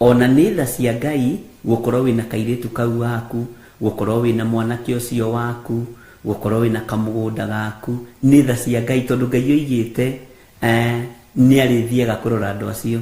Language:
Kikuyu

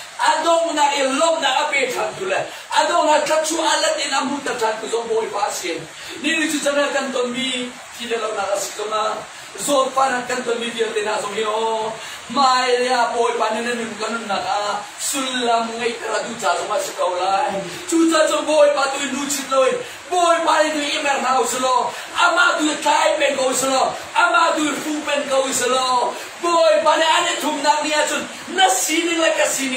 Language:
Hakha Chin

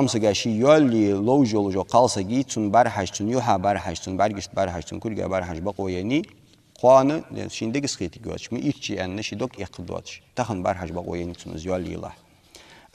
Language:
Ingush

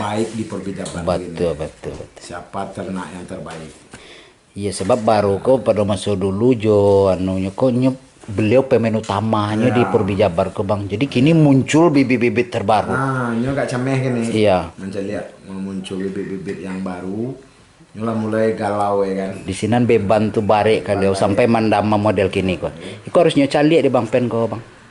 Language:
Minangkabau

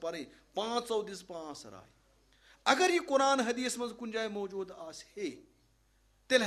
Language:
Kashmiri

